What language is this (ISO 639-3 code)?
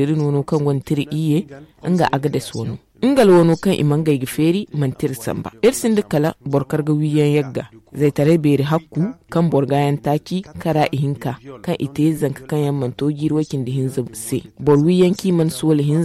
dje